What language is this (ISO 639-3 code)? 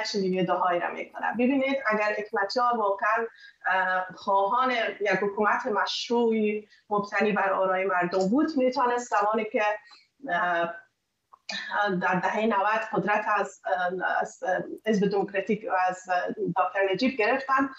fas